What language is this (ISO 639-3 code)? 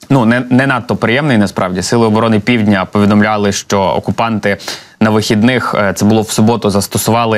ukr